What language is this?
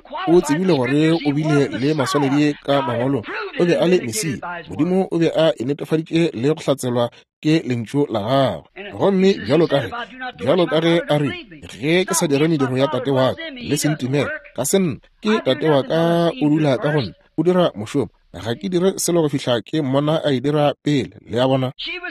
Northern Sotho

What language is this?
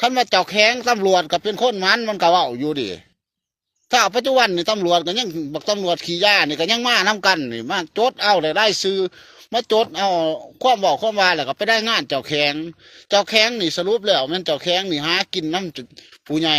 Northeastern Thai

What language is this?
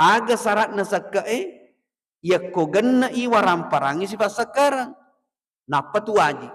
Buginese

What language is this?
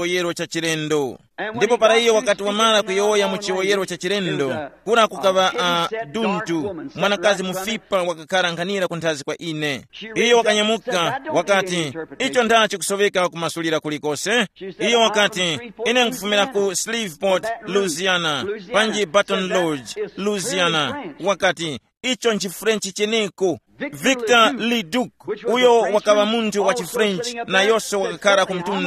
Tumbuka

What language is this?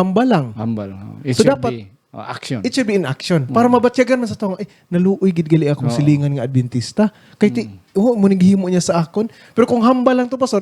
Hiligaynon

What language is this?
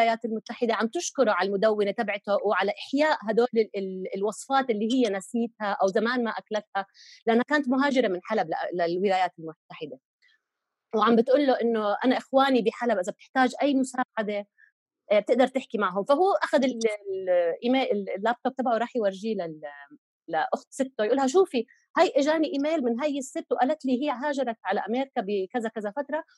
North Levantine Arabic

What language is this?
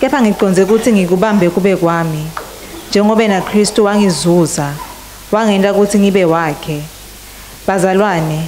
Swati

